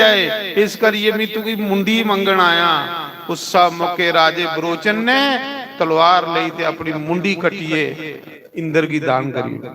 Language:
Dogri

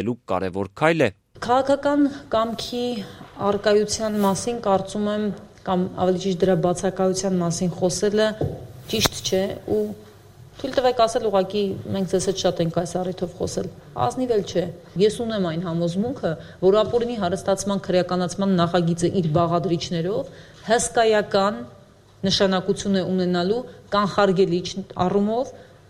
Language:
Armenian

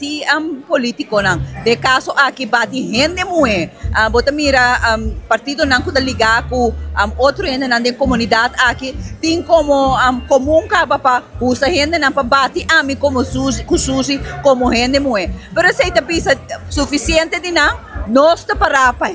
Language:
Papiamento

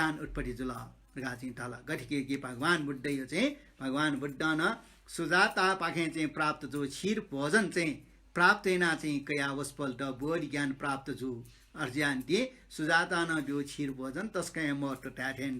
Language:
Newari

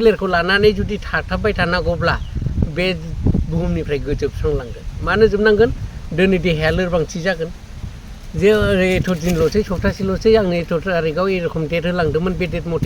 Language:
Bodo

